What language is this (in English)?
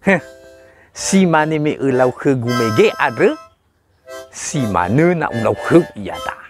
Nias